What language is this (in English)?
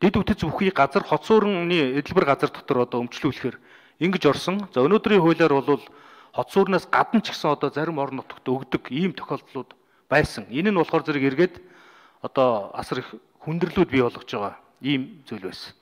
Mongolian